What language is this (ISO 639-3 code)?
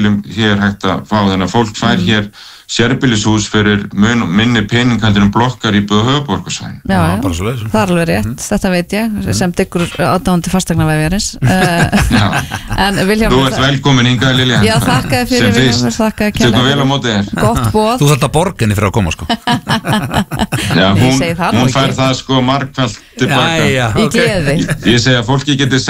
isl